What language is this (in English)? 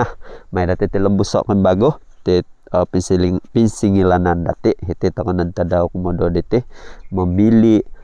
Central Dusun